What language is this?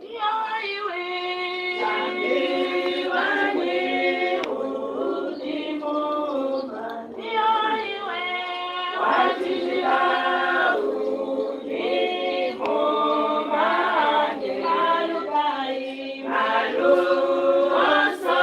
Luba-Lulua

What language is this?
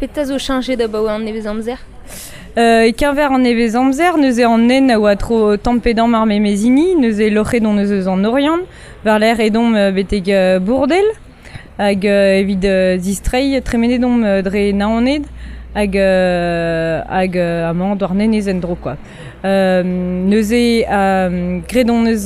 Breton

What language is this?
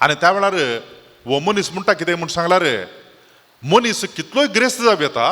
Konkani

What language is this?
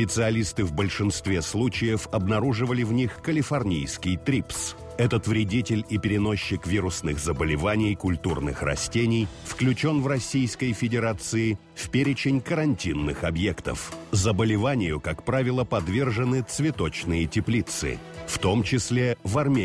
Russian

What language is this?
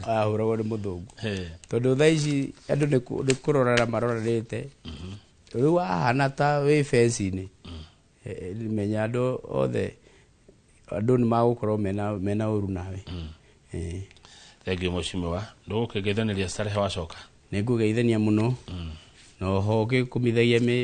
Kikuyu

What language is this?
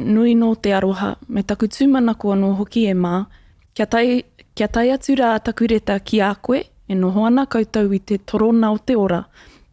Māori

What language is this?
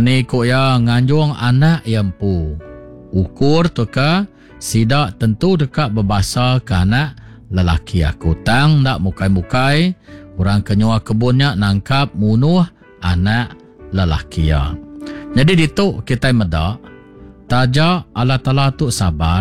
Iban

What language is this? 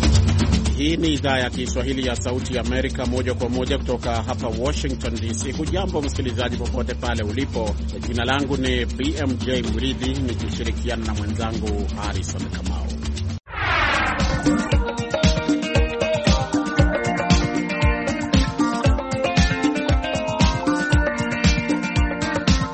Swahili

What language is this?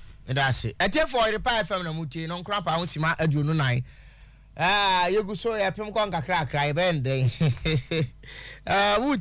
Akan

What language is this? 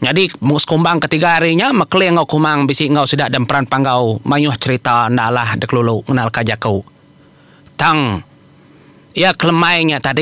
Iban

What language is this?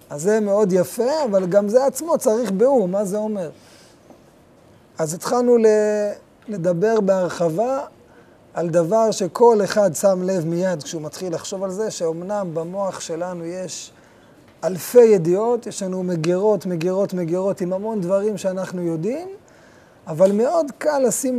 Hebrew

